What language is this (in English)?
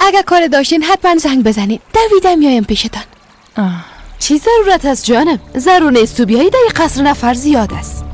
Persian